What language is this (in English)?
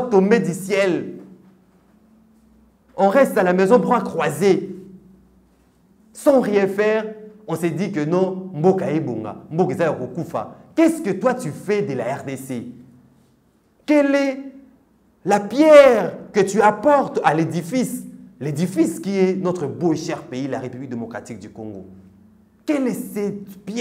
French